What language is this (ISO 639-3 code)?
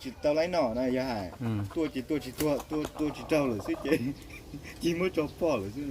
hmn